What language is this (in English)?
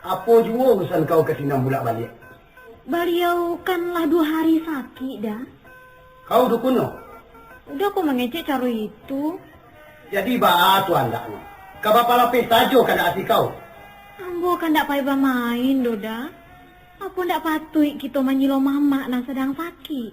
Minangkabau